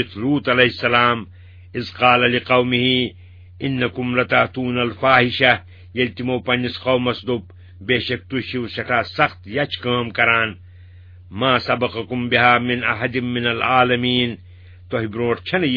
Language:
Kashmiri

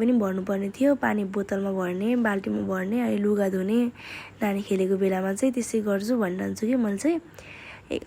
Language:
Nepali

